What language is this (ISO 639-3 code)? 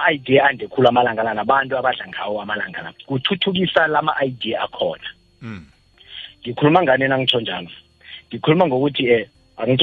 nbl